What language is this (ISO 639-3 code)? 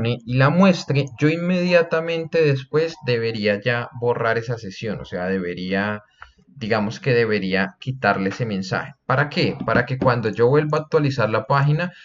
spa